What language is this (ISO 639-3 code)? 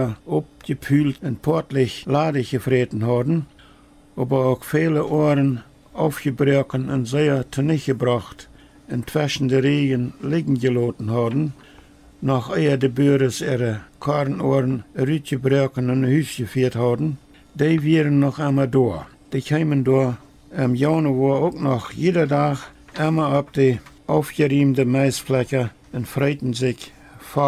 pdt